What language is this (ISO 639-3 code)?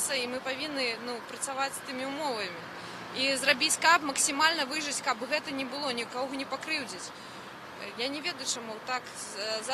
bel